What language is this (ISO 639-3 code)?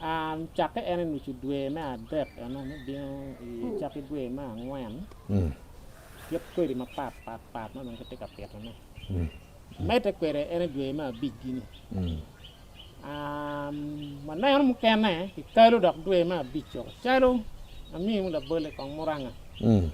ach